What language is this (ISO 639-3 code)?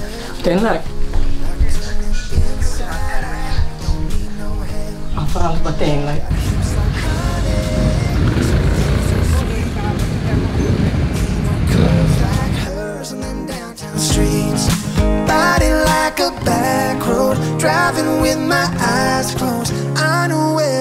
hun